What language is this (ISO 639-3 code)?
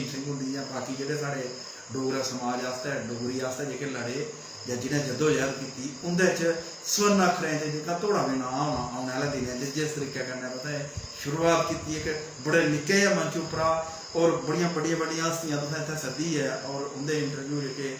doi